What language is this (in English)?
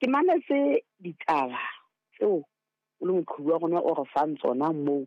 Southern Sotho